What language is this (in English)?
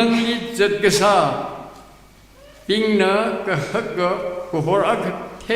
Tangkhul Naga (India)